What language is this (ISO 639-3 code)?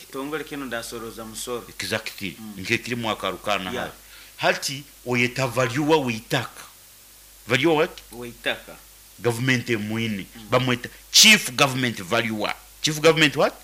nyn